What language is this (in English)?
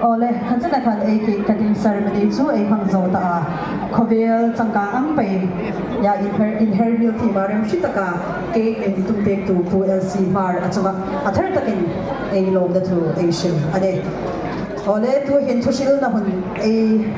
Hmar